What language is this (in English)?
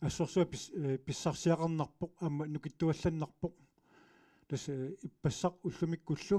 Kalaallisut